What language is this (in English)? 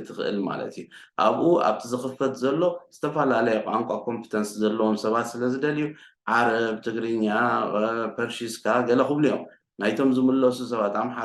Tigrinya